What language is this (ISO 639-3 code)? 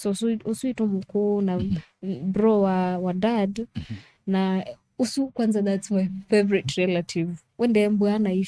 kam